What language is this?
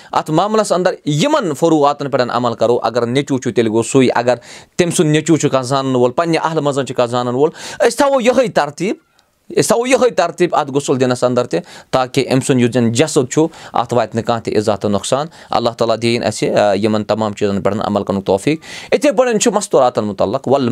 Kashmiri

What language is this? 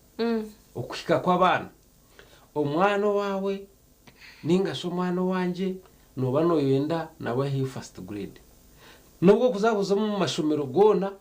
Nyankole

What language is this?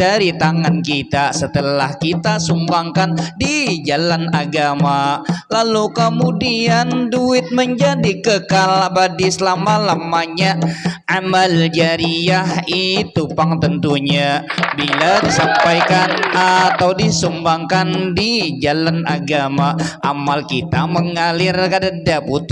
Banjar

